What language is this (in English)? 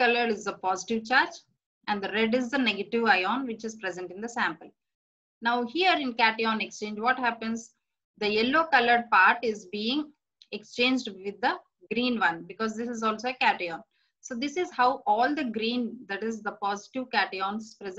English